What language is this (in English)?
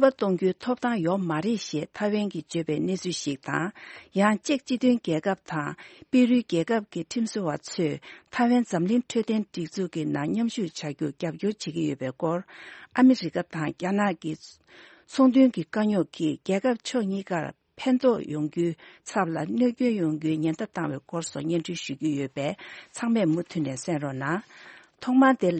Tibetan